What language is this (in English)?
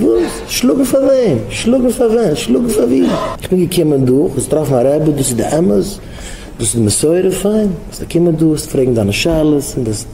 Yiddish